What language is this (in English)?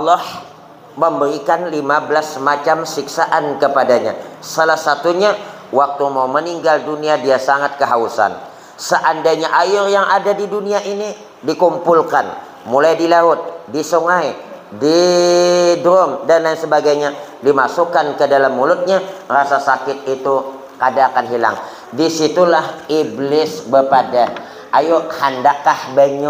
Banjar